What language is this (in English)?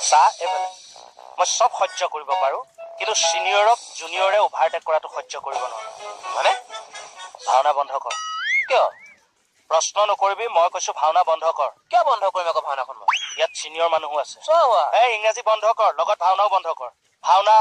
Assamese